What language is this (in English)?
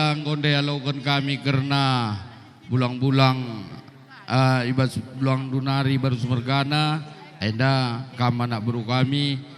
Batak Karo